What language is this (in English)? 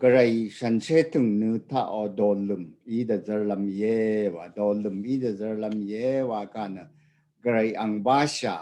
Rawang